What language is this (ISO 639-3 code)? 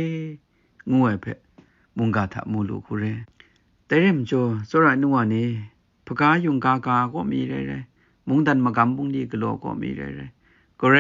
kac